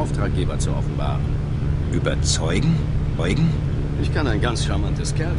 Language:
Bavarian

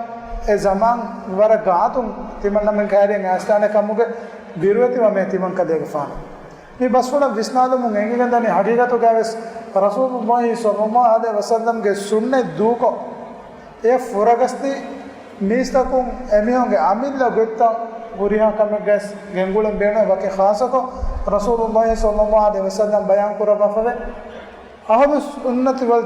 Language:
Divehi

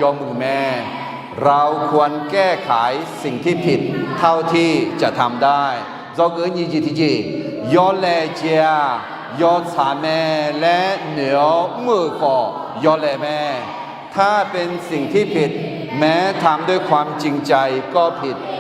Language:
Akha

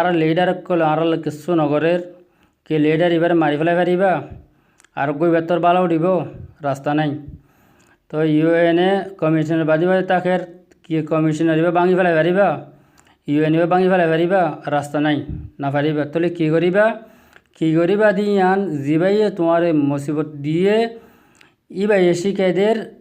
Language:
Rohingya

